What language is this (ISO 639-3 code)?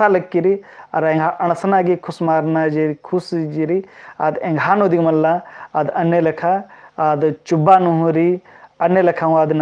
kru